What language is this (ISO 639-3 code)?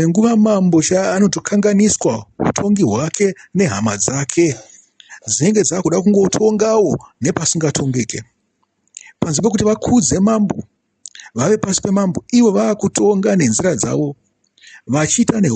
sna